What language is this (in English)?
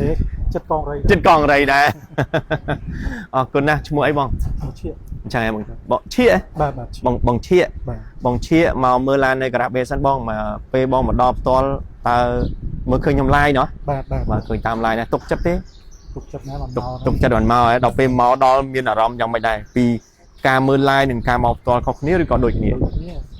Khmer